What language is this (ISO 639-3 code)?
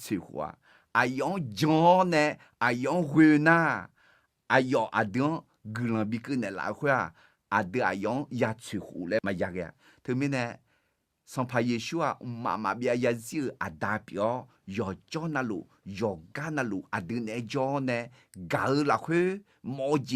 ahk